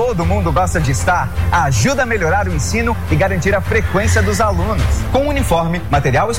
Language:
Portuguese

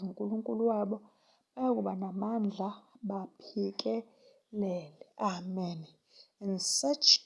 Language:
Zulu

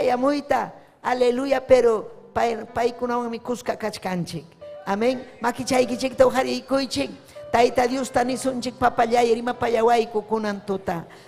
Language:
Ayacucho Quechua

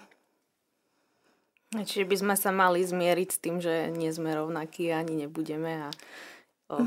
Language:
Slovak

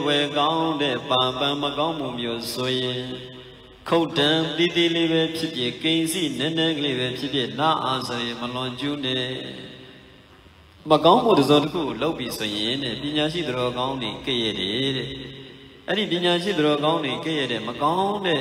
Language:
Burmese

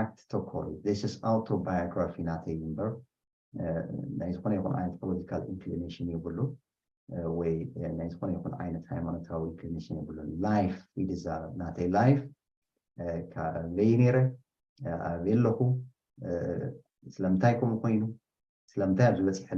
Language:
Tigrinya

